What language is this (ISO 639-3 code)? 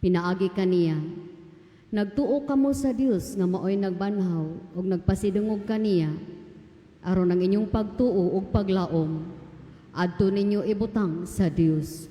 ceb